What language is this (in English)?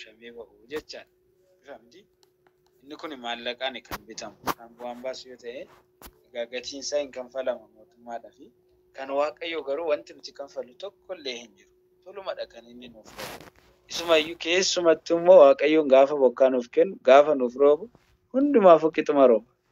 Oromo